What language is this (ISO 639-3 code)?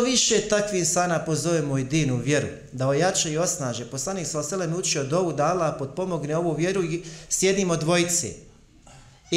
bos